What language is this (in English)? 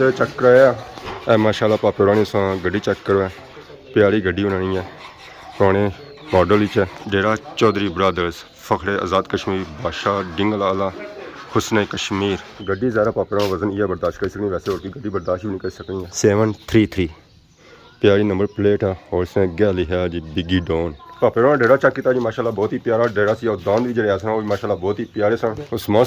Pahari-Potwari